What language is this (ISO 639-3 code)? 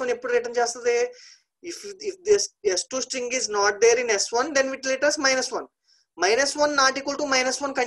tel